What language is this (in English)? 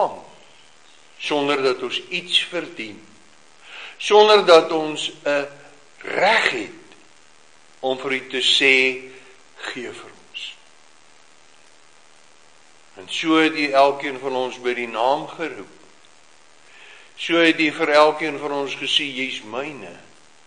Afrikaans